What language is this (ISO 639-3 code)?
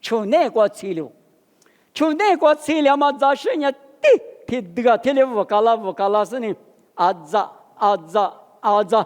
lis